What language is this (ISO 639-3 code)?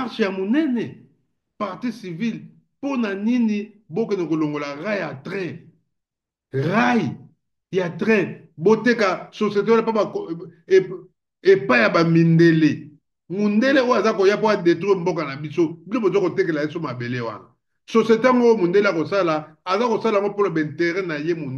lin